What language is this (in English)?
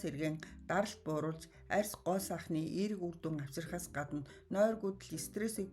Mongolian